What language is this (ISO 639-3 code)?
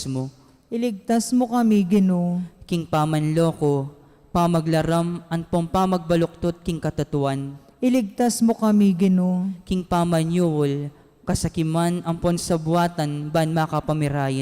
pam